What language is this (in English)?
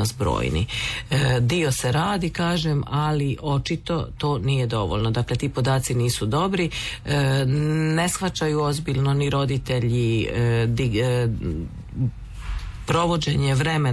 Croatian